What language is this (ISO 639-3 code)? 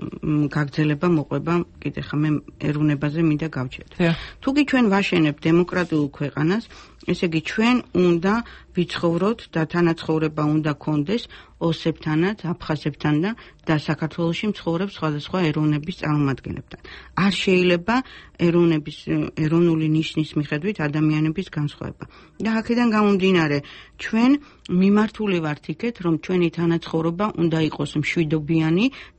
kat